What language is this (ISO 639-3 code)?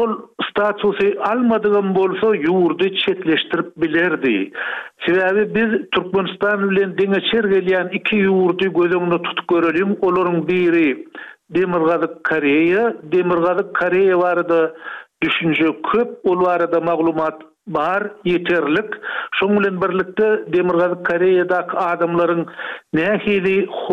tuk